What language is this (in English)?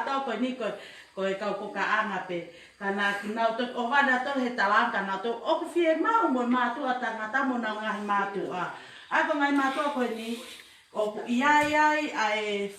Tongan